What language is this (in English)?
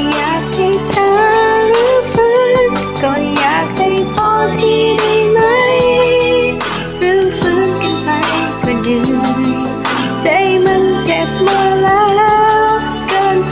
Thai